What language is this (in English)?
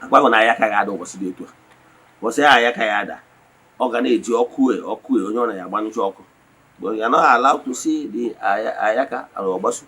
Igbo